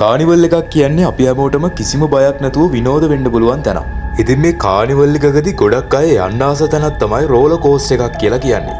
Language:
Sinhala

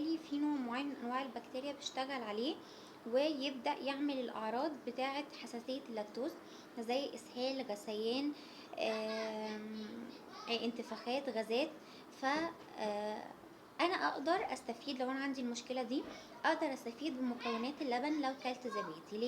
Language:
Egyptian Arabic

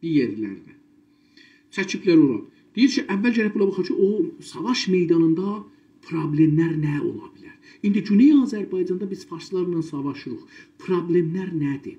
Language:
South Azerbaijani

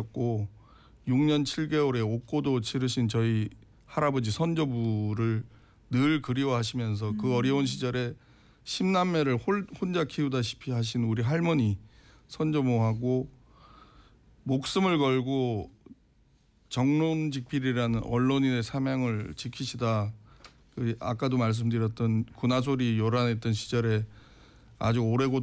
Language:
Korean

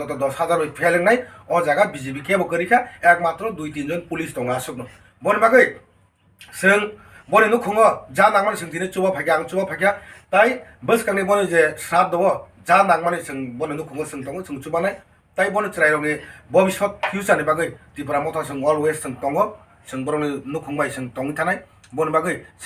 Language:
Kok Borok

